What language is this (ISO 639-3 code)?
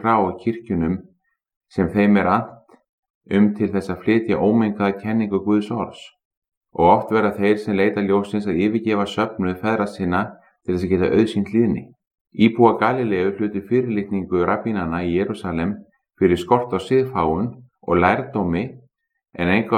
isl